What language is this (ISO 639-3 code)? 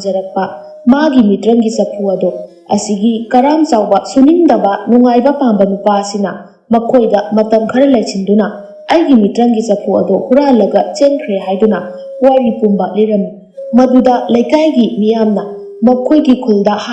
mni